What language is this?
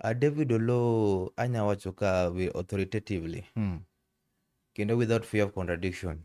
Luo (Kenya and Tanzania)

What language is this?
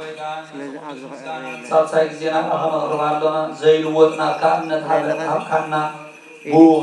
Tigrinya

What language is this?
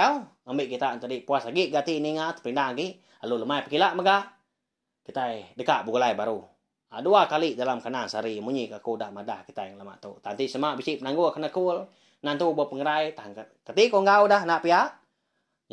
Iban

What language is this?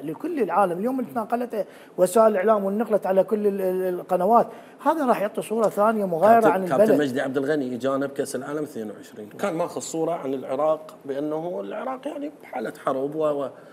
Mesopotamian Arabic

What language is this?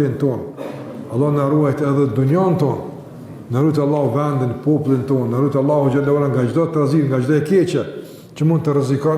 Albanian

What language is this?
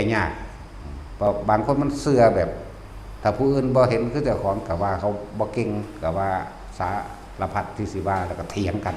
Lao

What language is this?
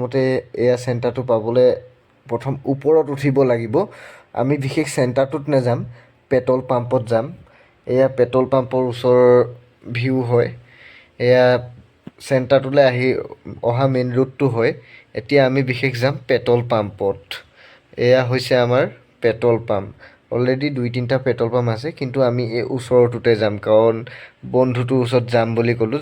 Assamese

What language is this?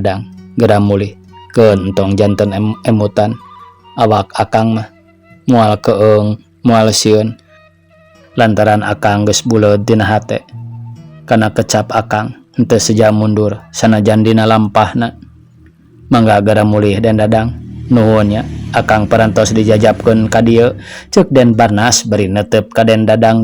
Sundanese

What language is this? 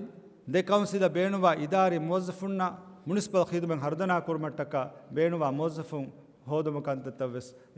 Divehi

